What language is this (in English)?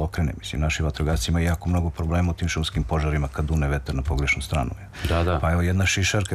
Serbian